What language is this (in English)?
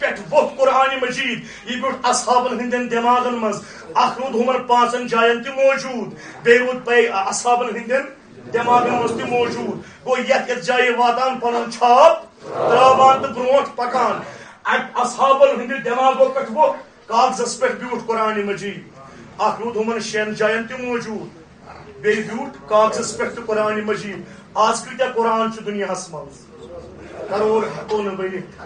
Kashmiri